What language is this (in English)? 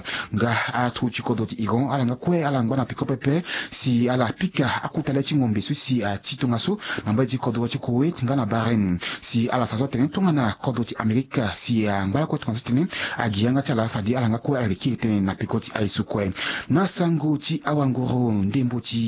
Sango